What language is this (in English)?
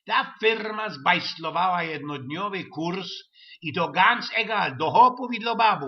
Silesian